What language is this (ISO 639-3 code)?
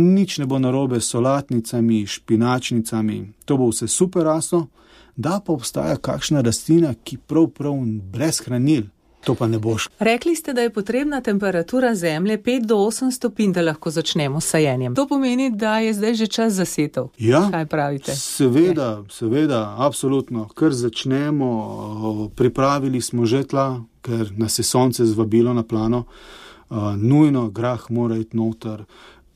slv